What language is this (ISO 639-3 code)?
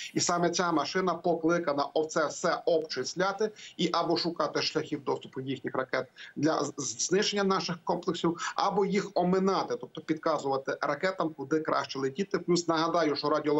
ukr